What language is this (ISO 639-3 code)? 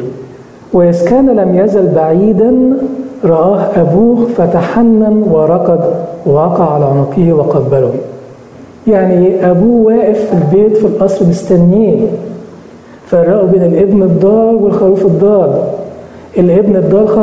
arz